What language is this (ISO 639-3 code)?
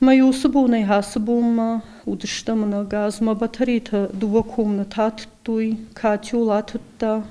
oss